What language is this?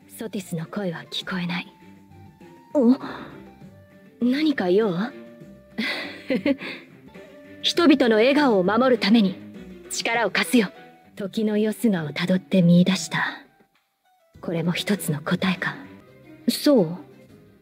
Japanese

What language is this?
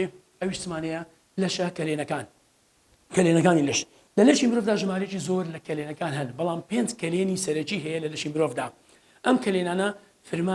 Central Kurdish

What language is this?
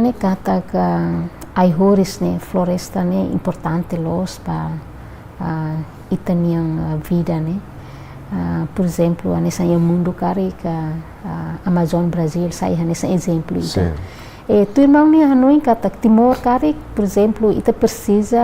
Tetum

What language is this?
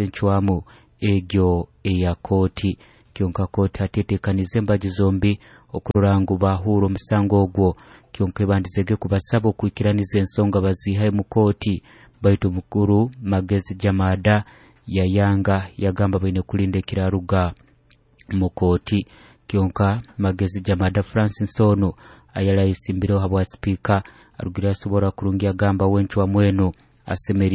Nyoro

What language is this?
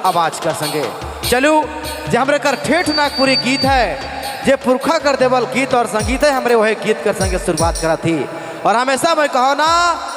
Sadri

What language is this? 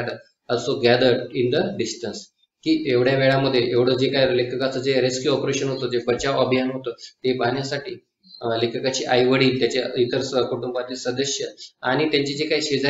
Marathi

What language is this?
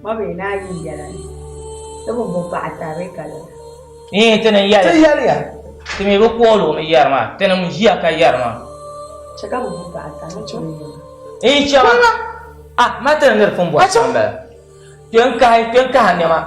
Dagbani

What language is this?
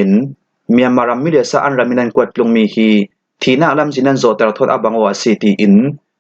Falam Chin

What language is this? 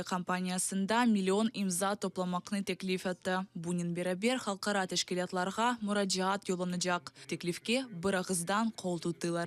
Crimean Tatar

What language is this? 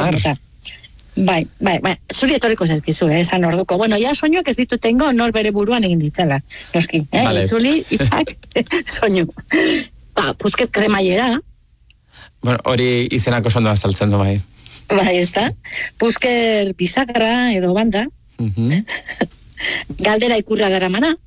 Basque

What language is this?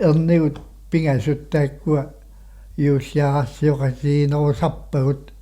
Kalaallisut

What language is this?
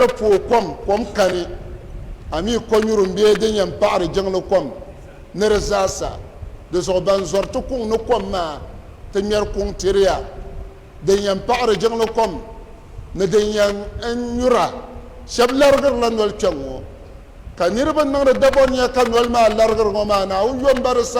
Dagbani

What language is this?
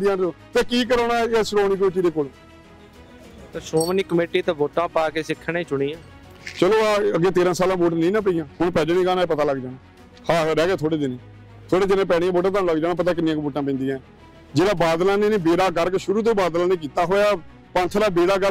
Punjabi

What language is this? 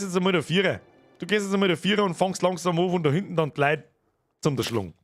Bavarian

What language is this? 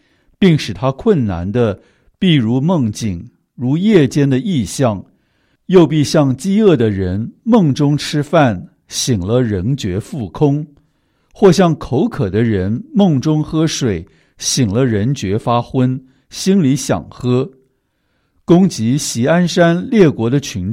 Chinese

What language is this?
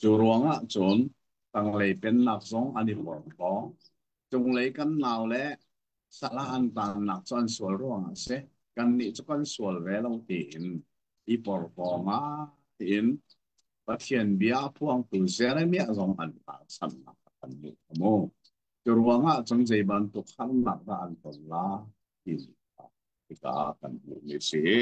Hakha Chin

